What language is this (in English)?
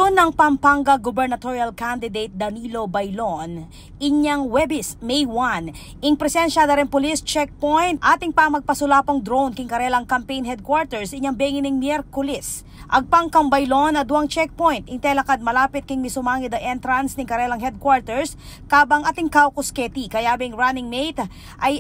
Pampanga